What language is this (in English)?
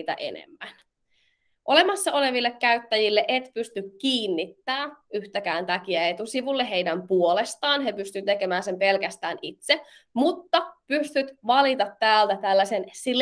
Finnish